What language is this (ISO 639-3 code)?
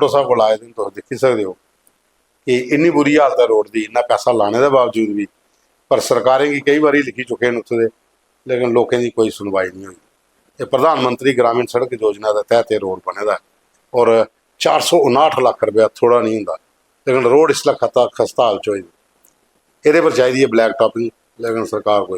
doi